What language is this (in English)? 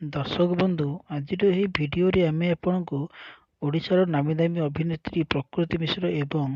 Odia